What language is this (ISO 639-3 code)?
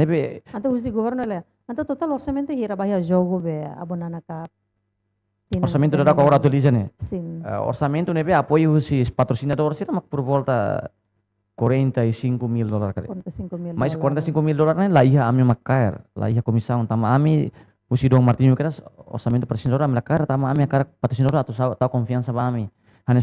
tet